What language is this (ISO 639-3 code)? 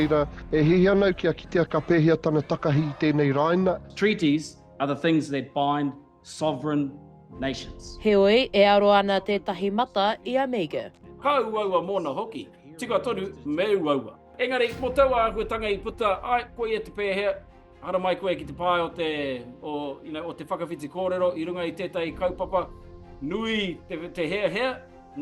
mri